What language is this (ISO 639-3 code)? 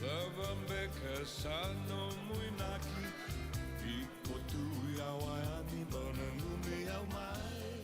fij